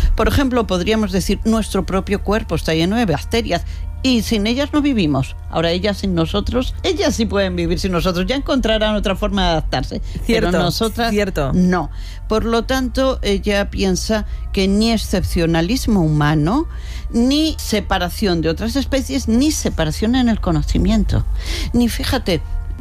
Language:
Spanish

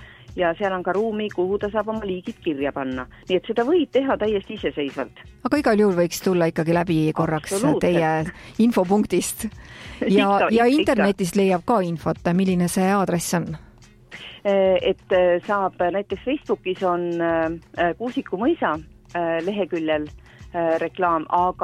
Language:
Estonian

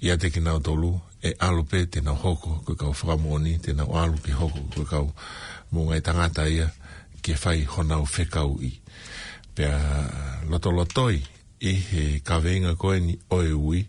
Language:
Tongan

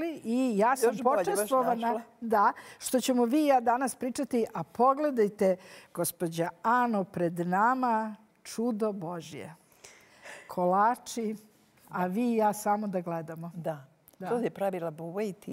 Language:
Serbian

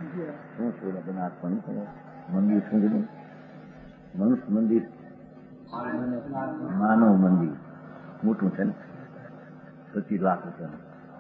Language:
Gujarati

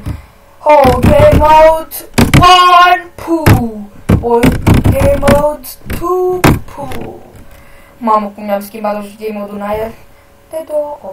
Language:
Romanian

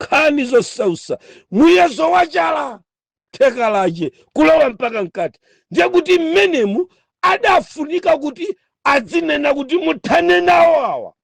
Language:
Nyanja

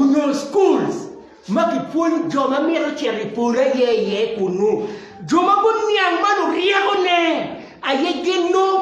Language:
Acoli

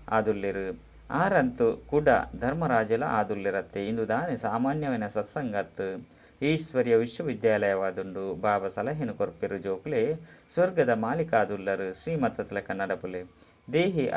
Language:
Tulu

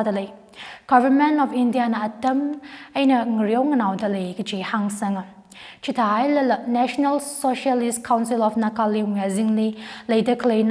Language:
Tangkhul Naga (India)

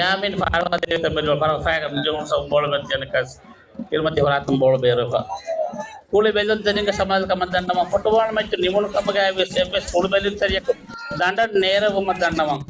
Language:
Divehi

